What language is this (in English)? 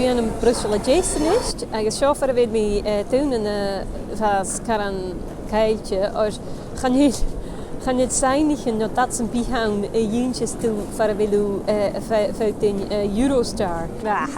Scottish Gaelic